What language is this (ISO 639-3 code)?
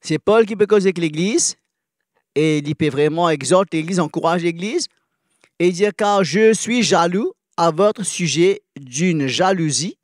mfe